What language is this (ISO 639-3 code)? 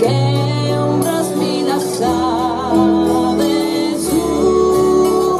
srd